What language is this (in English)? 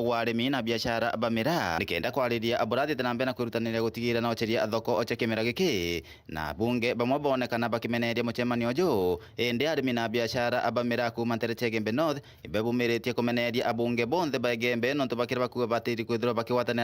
Meru